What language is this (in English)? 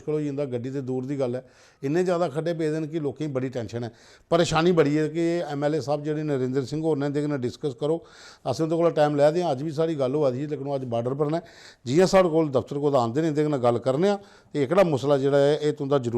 Dogri